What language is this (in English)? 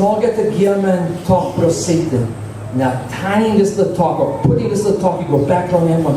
Tok Pisin